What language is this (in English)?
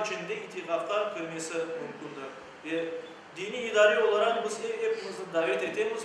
Crimean Tatar